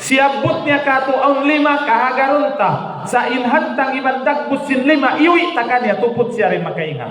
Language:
Tausug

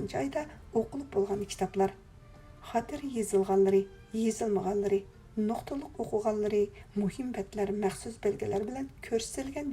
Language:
Uyghur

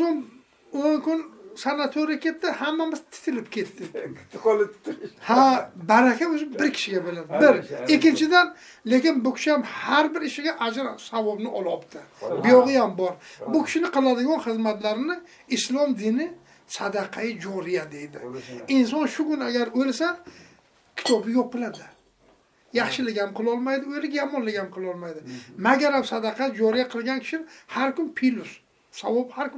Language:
Uzbek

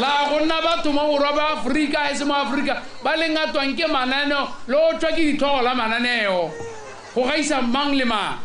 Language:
Tswana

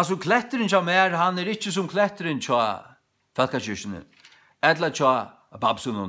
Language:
Faroese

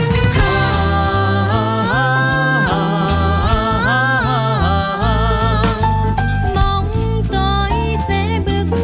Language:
Vietnamese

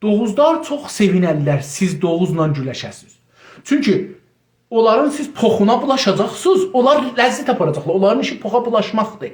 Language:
South Azerbaijani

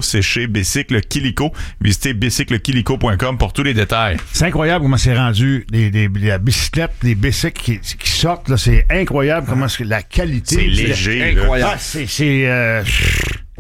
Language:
French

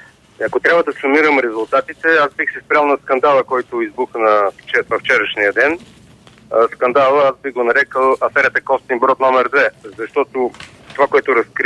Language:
Bulgarian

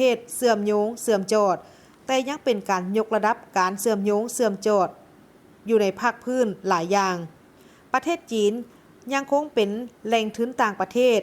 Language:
Lao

